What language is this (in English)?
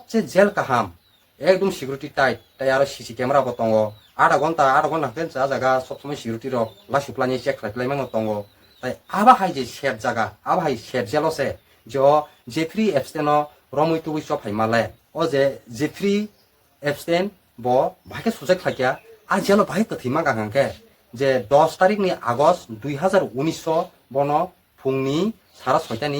Kok Borok